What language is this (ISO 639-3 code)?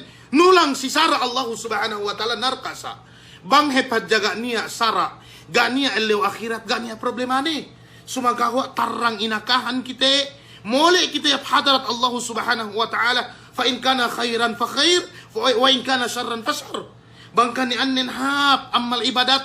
yka